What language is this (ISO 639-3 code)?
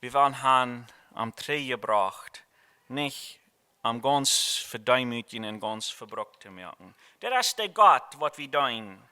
pdt